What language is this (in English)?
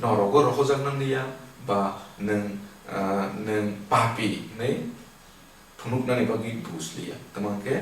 Kok Borok